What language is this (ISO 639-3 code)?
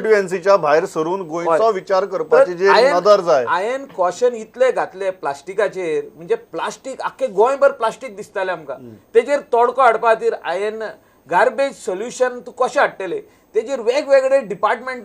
kok